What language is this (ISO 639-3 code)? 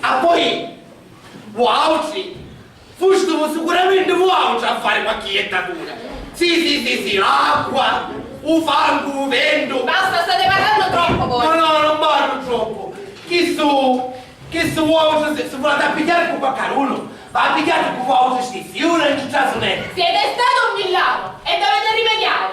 scn